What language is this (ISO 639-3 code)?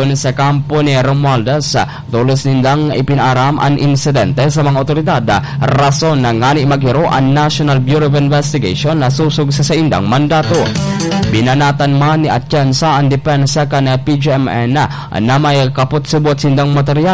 bik